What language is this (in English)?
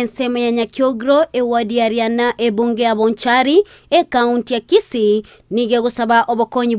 Gusii